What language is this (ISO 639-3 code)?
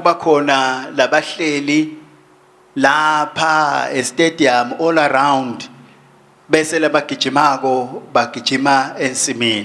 ssw